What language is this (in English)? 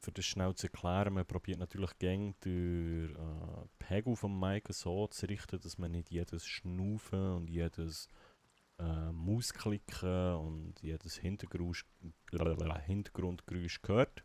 Swiss German